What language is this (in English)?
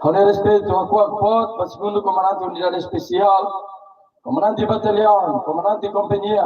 Tetum